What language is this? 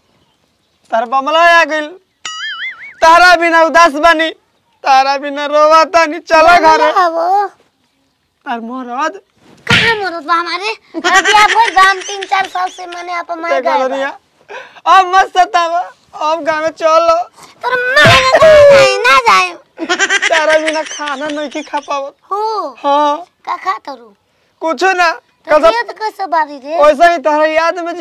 Bhojpuri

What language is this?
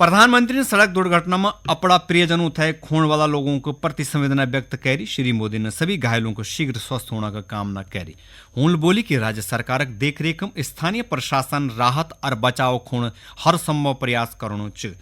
Garhwali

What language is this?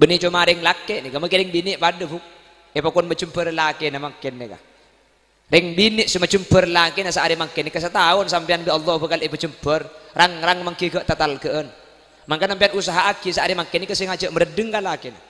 Madurese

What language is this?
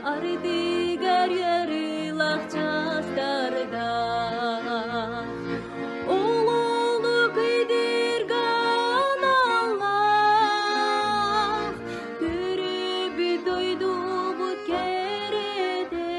Yakut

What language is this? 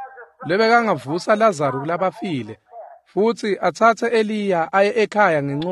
Swati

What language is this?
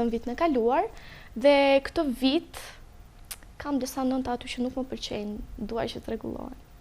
Albanian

